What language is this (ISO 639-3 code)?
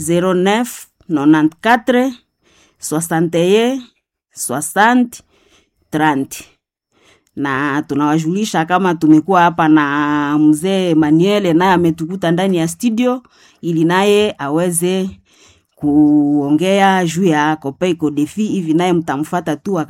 swa